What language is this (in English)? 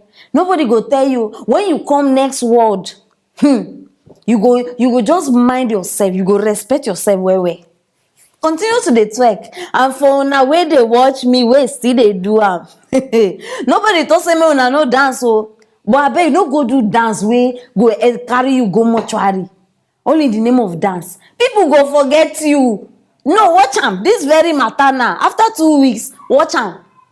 Nigerian Pidgin